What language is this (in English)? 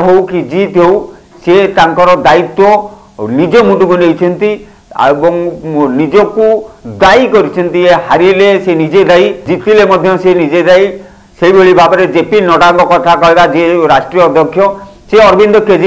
Odia